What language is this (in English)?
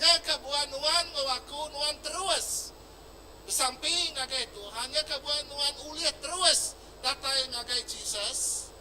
Iban